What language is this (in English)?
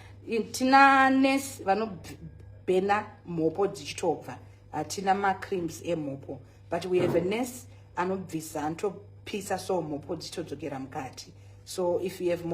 Shona